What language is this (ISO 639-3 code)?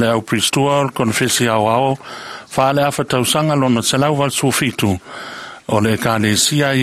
smo